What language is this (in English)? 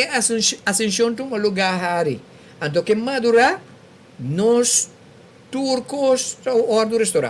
Papiamento